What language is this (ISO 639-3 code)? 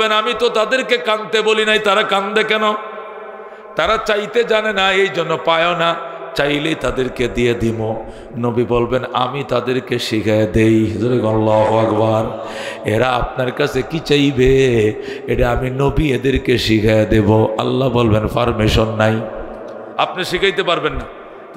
ben